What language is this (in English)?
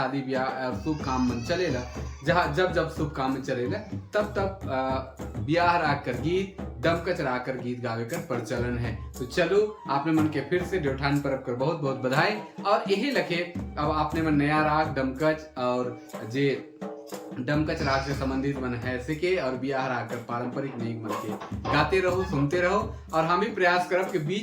Sadri